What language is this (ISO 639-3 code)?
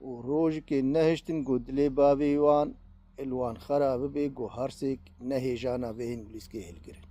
kur